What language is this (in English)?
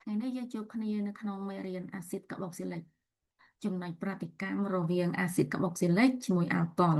Khmer